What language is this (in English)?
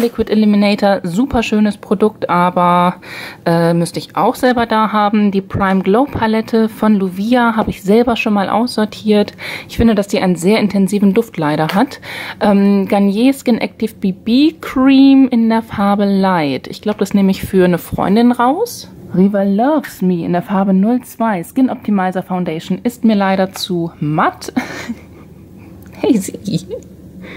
German